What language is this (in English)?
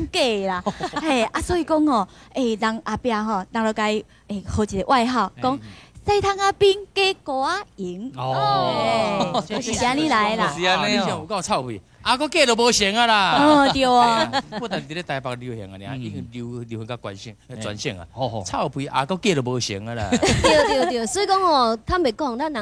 Min Nan Chinese